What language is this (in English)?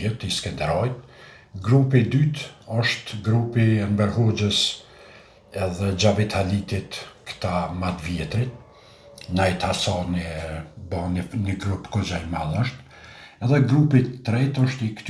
Albanian